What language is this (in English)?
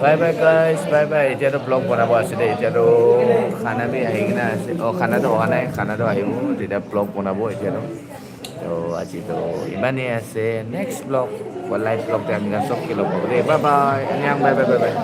Naga Pidgin